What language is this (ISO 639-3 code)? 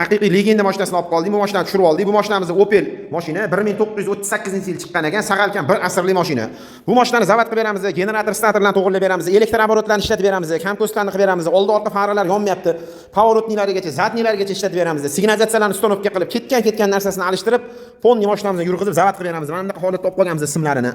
uzb